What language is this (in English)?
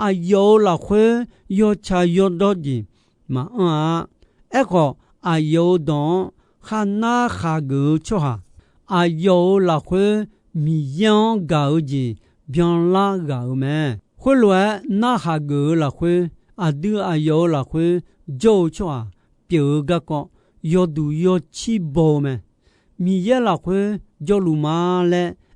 Akha